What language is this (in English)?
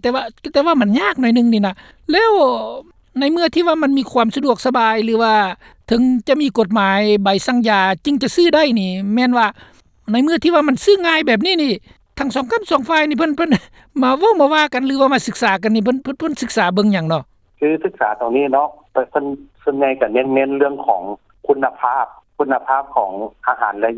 Lao